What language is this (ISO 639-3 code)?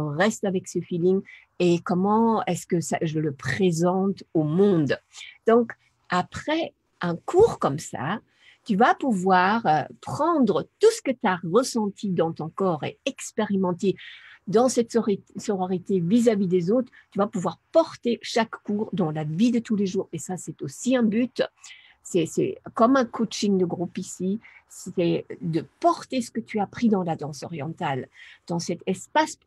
fra